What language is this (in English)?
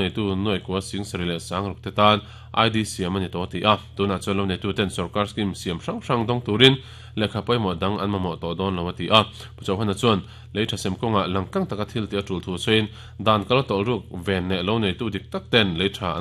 Mizo